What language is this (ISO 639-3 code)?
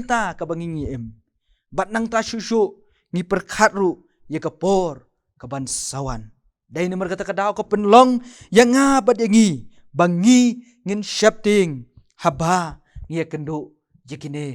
kha